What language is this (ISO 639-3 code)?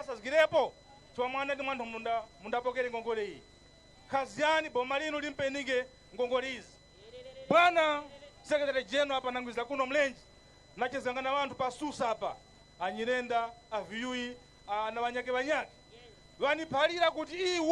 nya